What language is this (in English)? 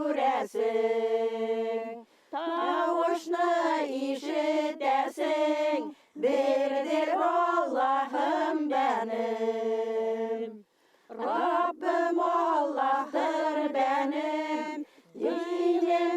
Bashkir